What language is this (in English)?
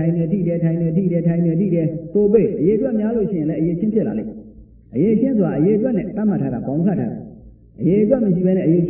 Burmese